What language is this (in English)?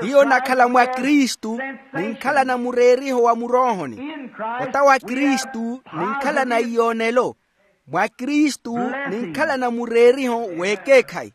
Makhuwa